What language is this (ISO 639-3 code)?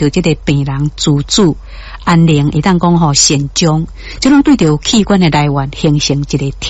nan